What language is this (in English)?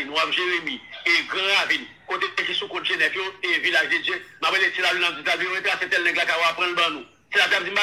Haitian Creole